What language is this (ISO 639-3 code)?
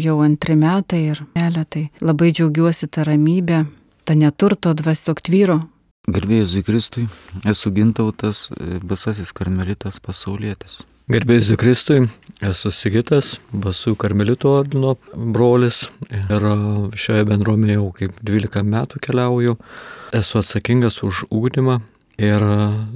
lit